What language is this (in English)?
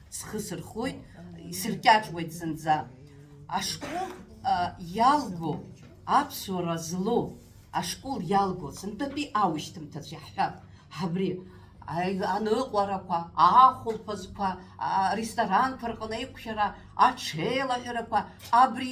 Abkhazian